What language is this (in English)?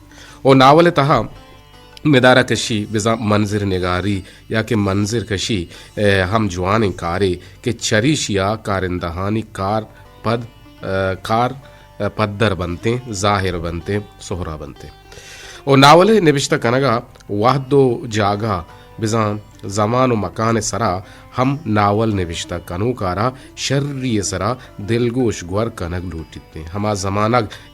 Eastern Balochi